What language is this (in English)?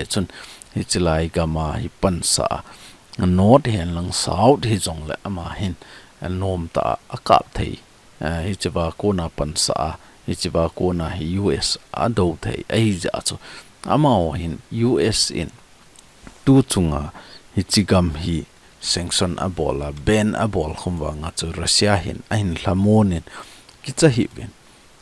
Thado Chin